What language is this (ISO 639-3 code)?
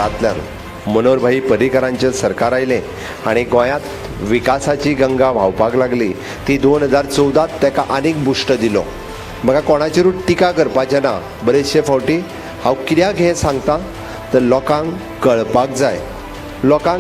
kok